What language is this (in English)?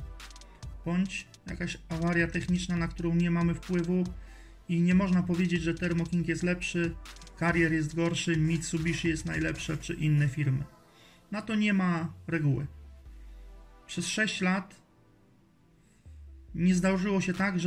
Polish